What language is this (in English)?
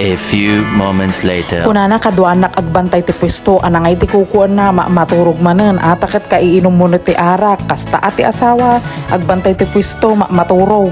Iloko